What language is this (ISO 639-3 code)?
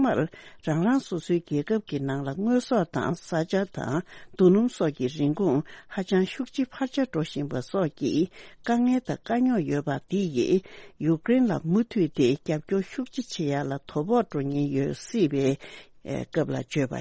bod